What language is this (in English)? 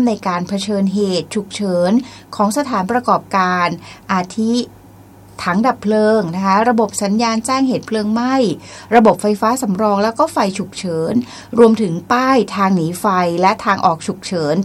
Thai